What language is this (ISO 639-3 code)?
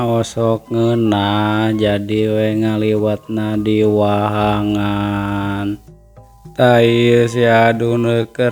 sun